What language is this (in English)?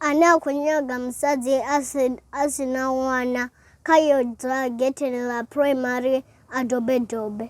Venda